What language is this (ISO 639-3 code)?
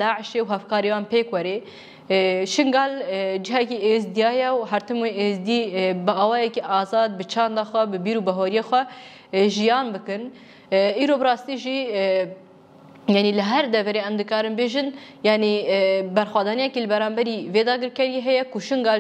kur